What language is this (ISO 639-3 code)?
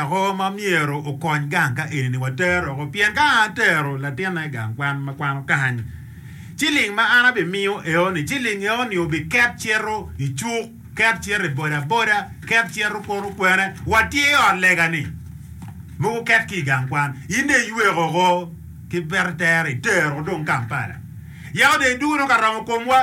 ach